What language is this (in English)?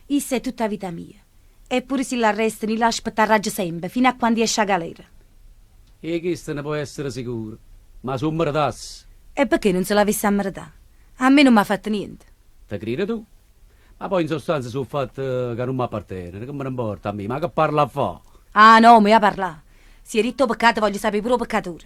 Neapolitan